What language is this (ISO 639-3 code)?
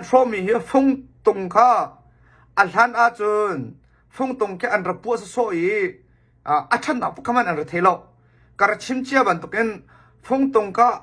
cnh